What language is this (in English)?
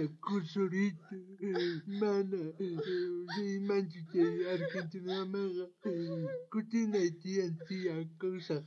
South Bolivian Quechua